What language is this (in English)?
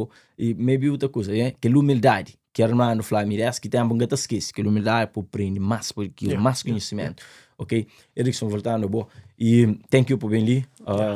Kabuverdianu